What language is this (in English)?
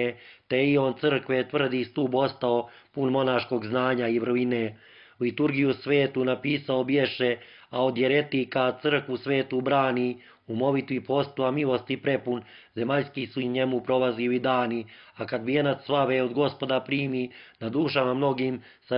Croatian